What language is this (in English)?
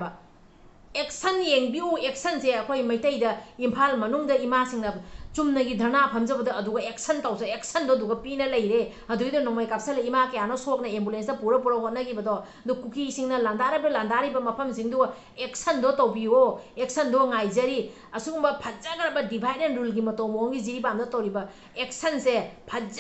Manipuri